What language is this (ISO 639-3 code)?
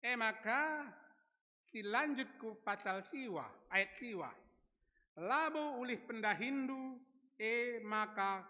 btx